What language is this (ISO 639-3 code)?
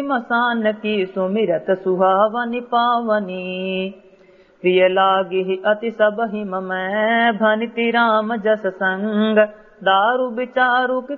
awa